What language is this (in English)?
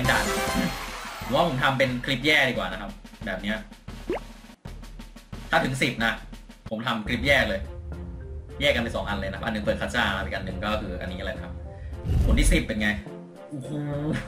Thai